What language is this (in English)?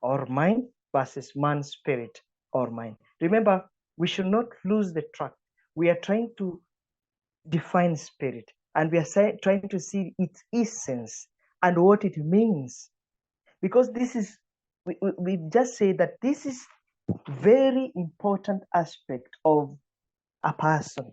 English